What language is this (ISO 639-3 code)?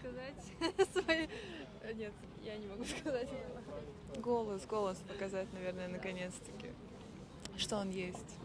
bel